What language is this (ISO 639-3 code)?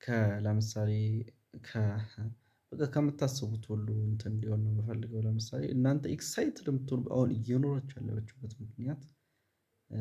amh